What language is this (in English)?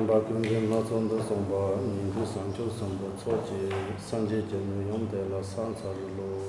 Tibetan